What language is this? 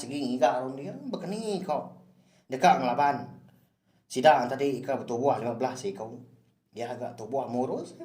Iban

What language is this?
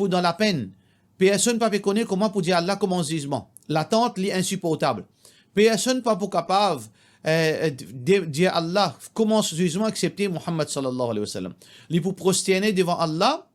Morisyen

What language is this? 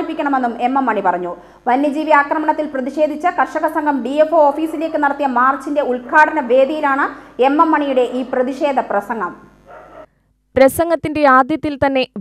Malayalam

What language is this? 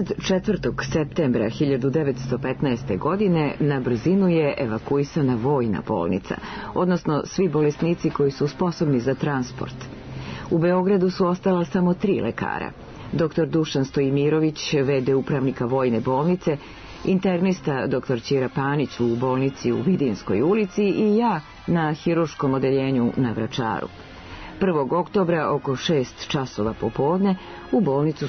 Serbian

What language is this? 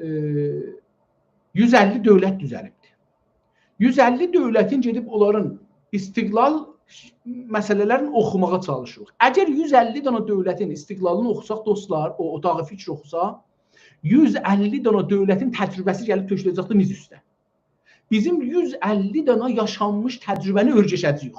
South Azerbaijani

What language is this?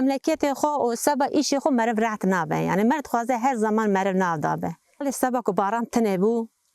Kurdish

